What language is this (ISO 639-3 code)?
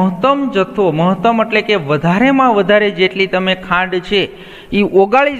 guj